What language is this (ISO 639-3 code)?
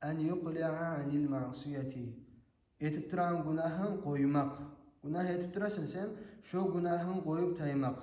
kum